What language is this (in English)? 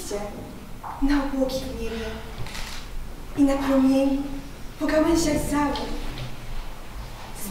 Polish